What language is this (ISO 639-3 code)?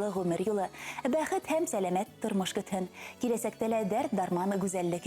bak